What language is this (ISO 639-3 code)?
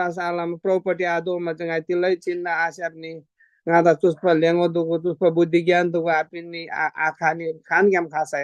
taj